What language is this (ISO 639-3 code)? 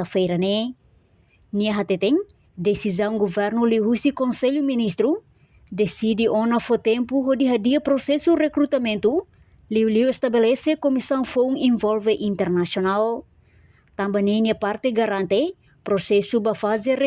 tet